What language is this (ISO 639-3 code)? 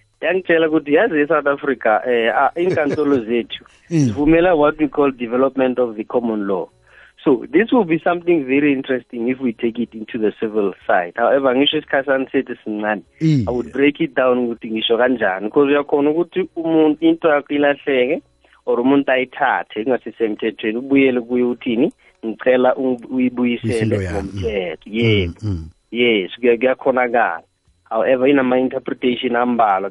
nbl